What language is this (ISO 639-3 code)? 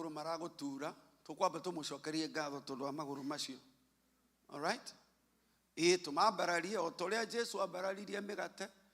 kik